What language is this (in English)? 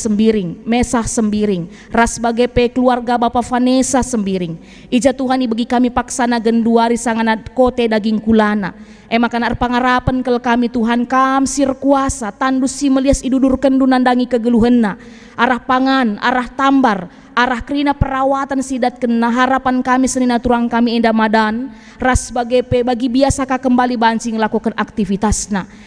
Batak Karo